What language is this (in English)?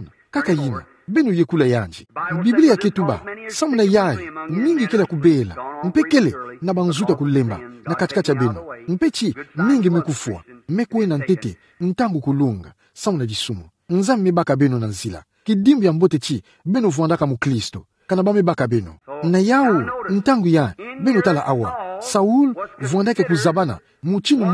Kituba (Democratic Republic of Congo)